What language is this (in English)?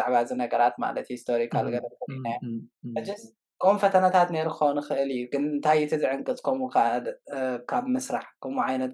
Tigrinya